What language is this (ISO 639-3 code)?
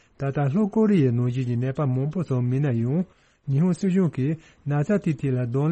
bod